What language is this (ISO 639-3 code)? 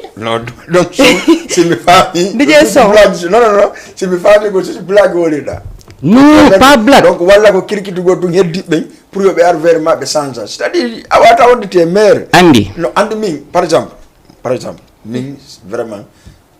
ful